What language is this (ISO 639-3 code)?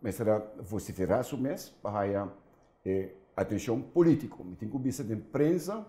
pap